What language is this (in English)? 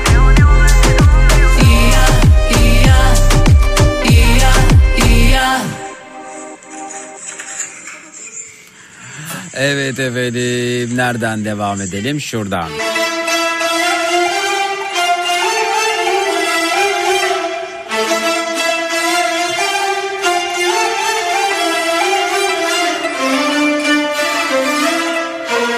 Turkish